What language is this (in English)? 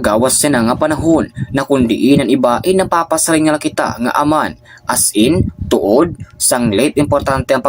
Waray